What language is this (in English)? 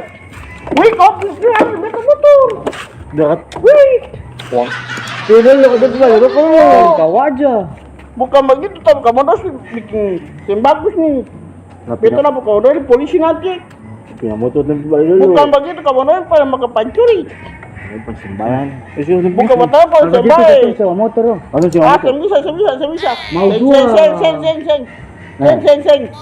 Ambonese Malay